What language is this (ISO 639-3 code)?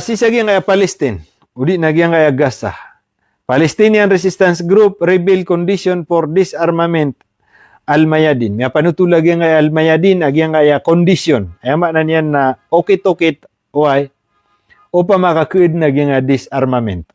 mrw